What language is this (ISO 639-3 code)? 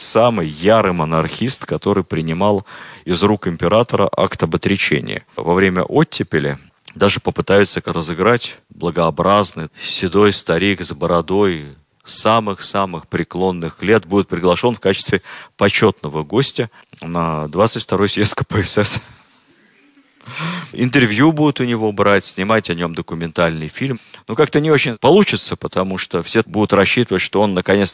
rus